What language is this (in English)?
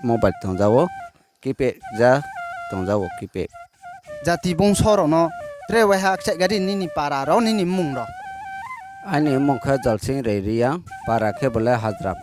Riang (India)